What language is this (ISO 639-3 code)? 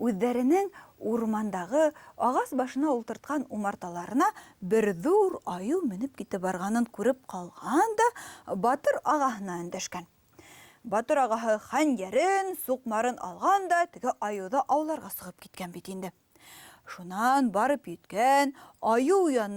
bak